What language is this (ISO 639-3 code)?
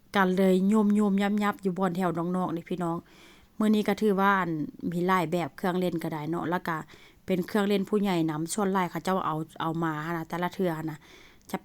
lao